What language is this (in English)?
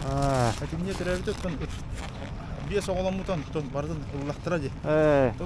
Yakut